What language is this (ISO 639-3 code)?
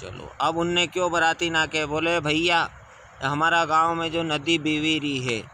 raj